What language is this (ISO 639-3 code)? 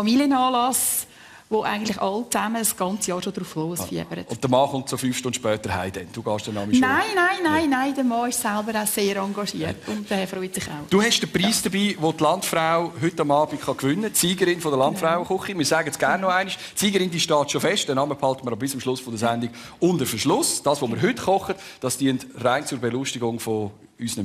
gsw